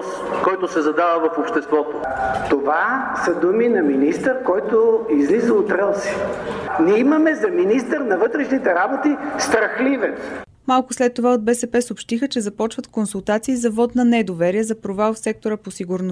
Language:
Bulgarian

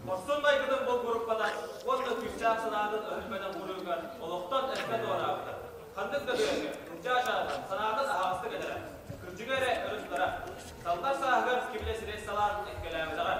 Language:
Yakut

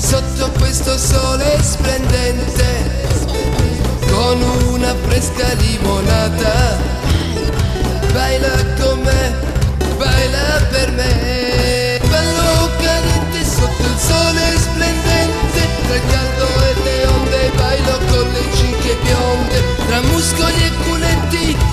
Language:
Italian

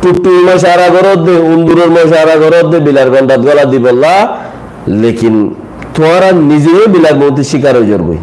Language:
Rohingya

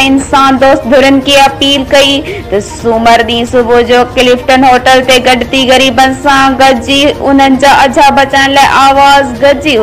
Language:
Sindhi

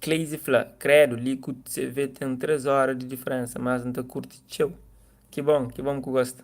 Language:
Kabuverdianu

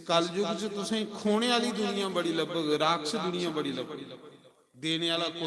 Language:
Dogri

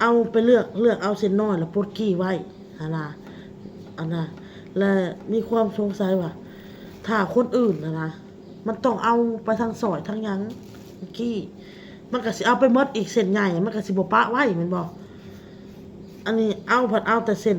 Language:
Northeastern Thai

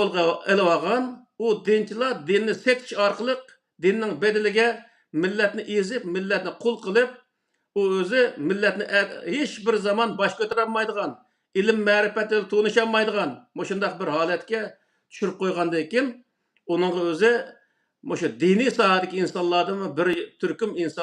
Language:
Uyghur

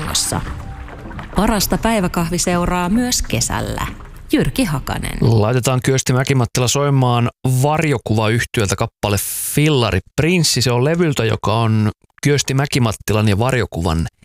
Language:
Finnish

